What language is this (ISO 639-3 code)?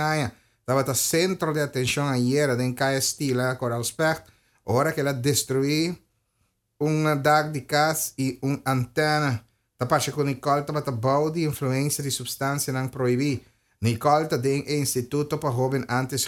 pap